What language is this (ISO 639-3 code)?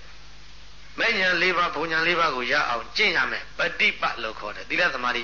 mya